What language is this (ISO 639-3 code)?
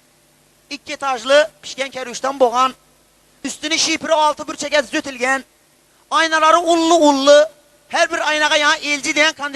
tuk